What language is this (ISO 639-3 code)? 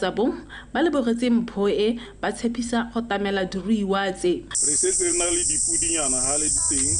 tsn